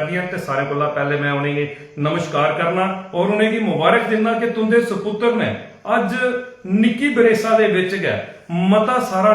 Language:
Dogri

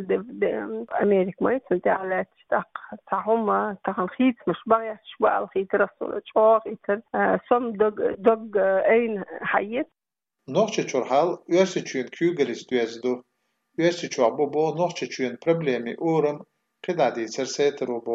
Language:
Chechen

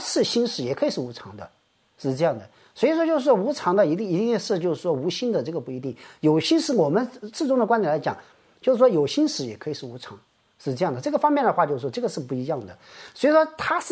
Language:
Chinese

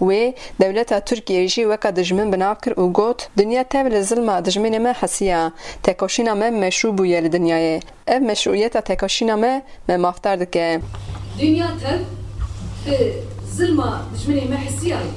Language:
Kurdish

